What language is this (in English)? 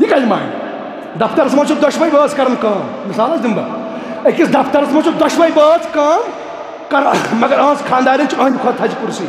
Kashmiri